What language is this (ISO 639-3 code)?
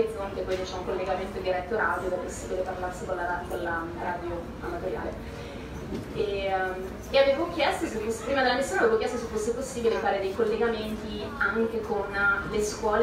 ita